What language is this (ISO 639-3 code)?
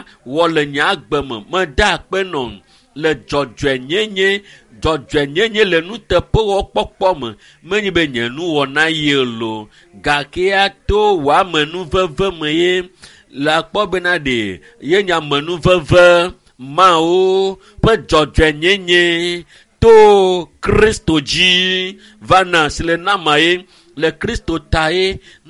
ewe